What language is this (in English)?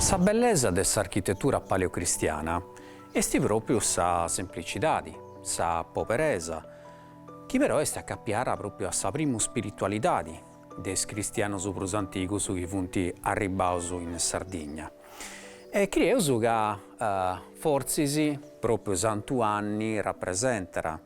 Sardinian